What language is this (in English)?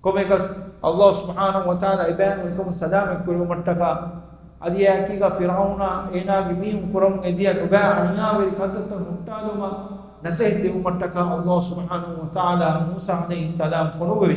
Divehi